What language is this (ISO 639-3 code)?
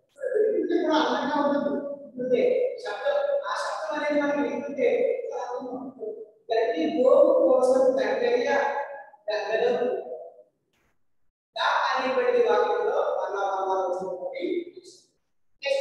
tel